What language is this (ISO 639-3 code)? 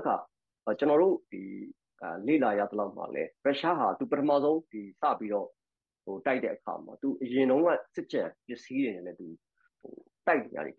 mya